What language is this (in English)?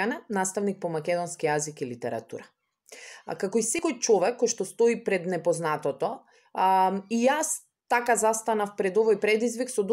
Macedonian